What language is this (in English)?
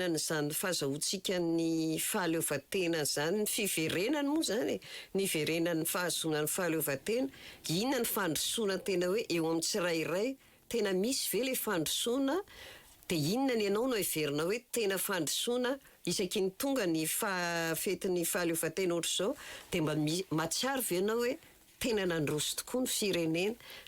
Malagasy